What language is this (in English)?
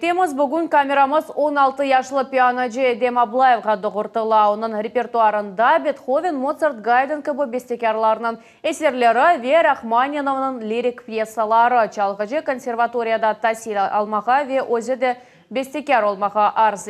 Crimean Tatar